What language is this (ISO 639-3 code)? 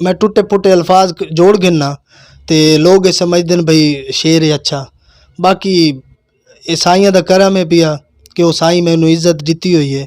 skr